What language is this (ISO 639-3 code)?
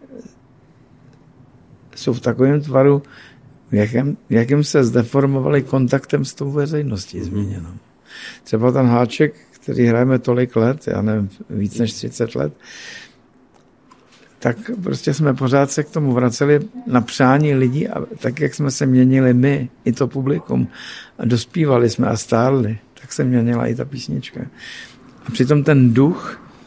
ces